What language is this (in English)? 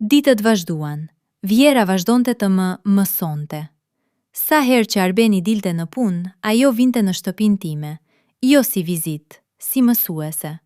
Albanian